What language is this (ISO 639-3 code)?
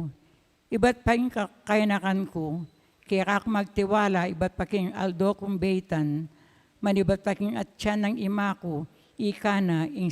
pam